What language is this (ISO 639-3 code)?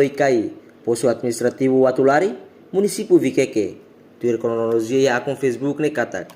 tet